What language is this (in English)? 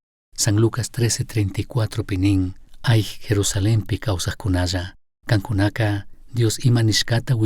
Chimborazo Highland Quichua